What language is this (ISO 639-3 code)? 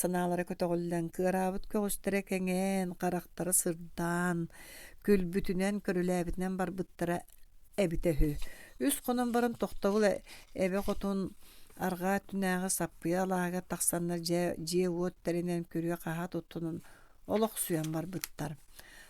sah